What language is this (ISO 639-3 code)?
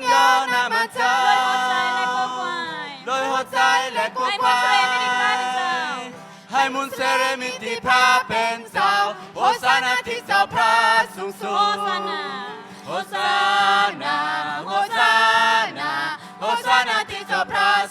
shn